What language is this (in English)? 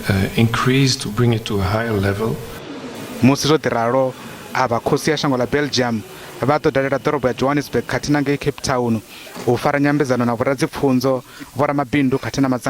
Venda